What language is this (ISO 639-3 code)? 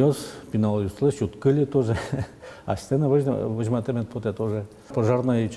udm